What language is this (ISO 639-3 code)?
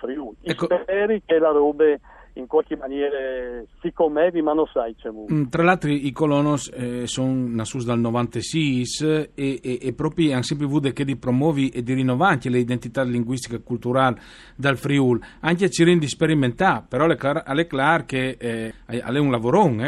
fur